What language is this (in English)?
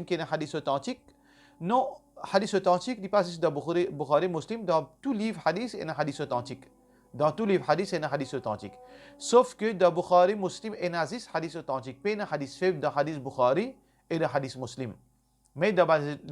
Morisyen